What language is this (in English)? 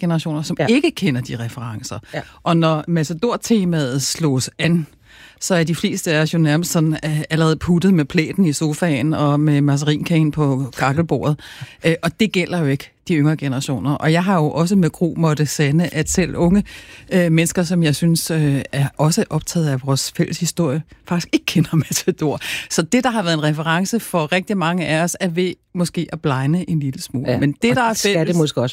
Danish